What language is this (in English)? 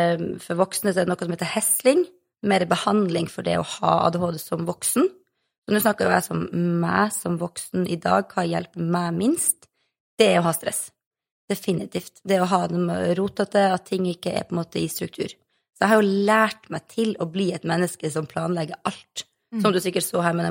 Norwegian